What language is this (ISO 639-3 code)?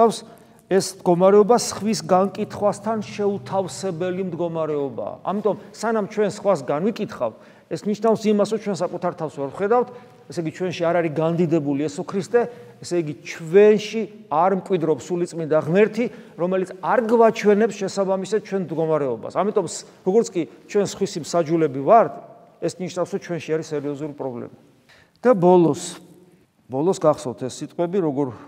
kat